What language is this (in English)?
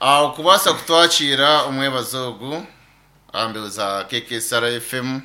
Nyankole